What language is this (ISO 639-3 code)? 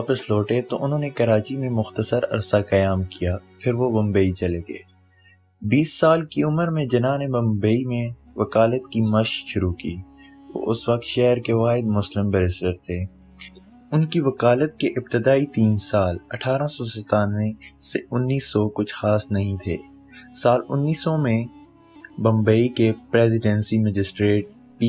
urd